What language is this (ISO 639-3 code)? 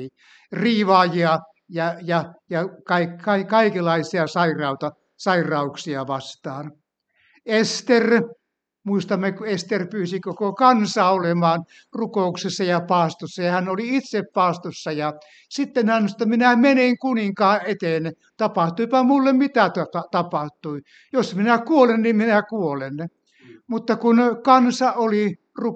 fin